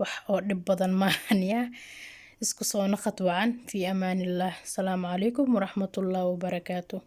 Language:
Somali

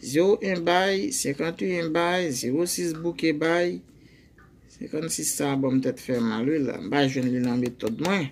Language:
Haitian Creole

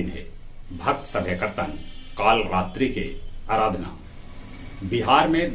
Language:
Magahi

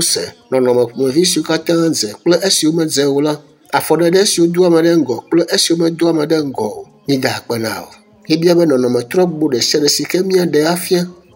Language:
Ewe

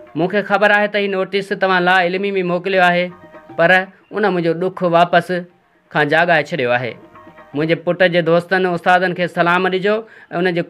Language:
Sindhi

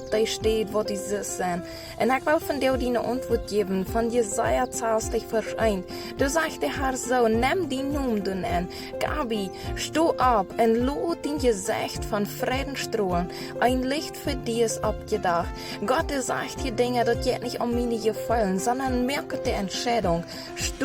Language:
Plautdietsch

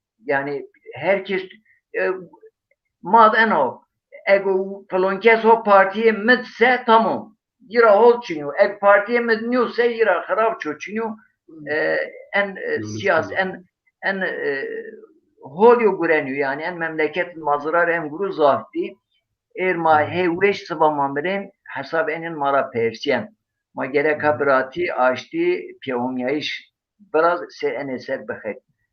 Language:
Zaza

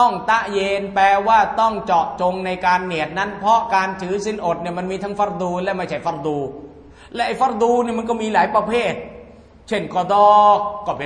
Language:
Thai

